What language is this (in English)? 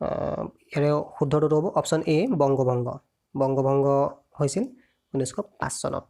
Assamese